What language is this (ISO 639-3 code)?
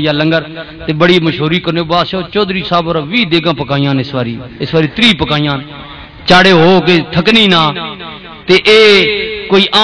lah